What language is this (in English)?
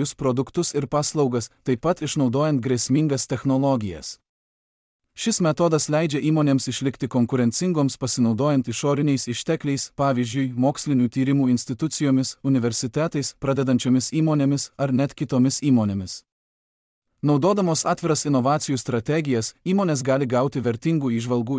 Lithuanian